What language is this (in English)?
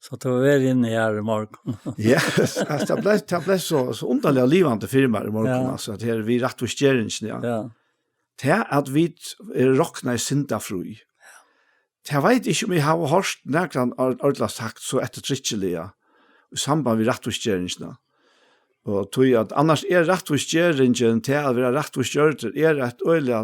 Faroese